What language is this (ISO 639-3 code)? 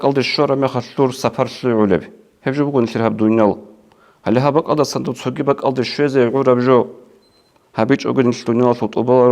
ava